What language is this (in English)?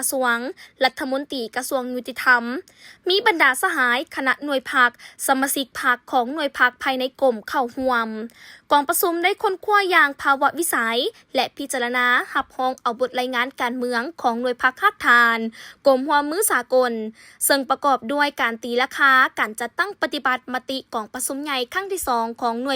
Lao